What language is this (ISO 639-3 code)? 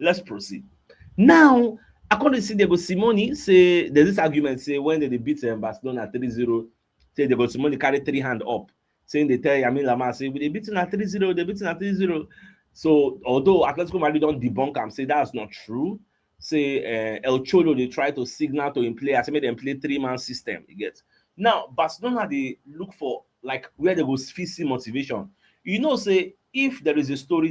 pcm